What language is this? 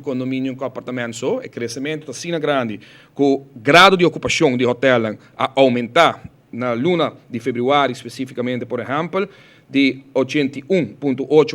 Papiamento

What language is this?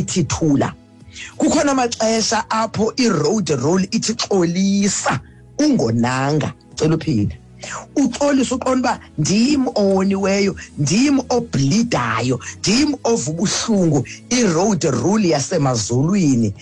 Xhosa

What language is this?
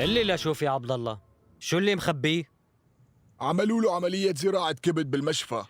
North Levantine Arabic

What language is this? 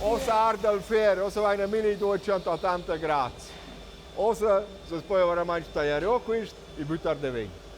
Romansh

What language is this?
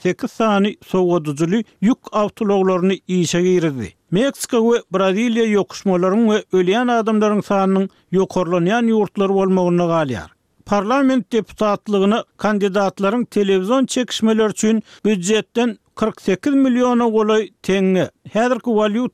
Turkmen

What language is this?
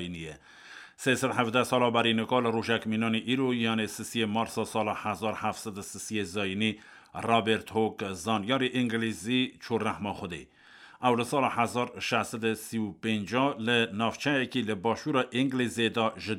Kurdish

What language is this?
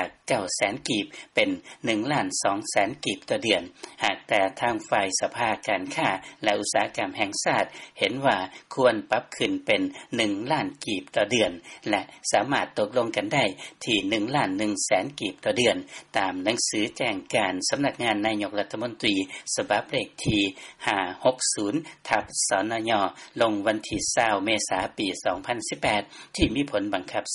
Lao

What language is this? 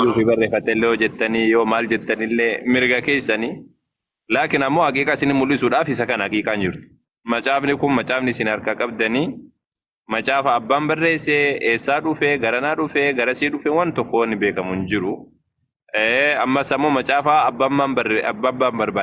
Oromo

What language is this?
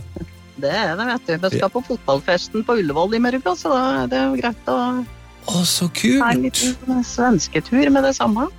Norwegian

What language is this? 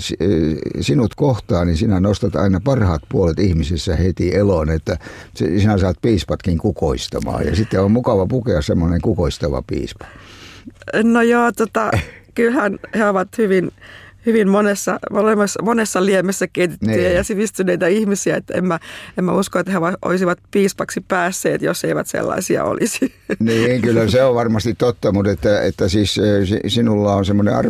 Finnish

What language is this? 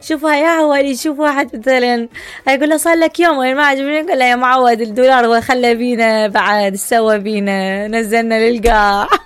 Mesopotamian Arabic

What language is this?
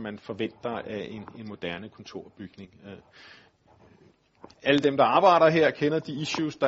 Danish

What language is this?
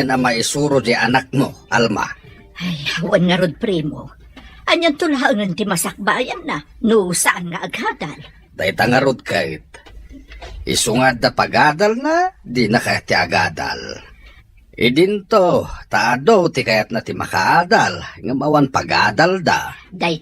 Iloko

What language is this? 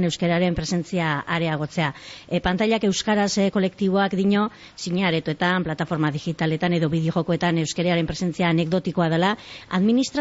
Basque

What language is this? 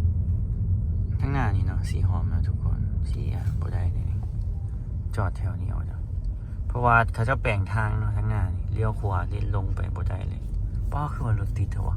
Lao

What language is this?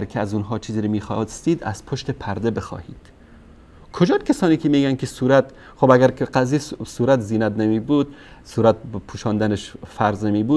Persian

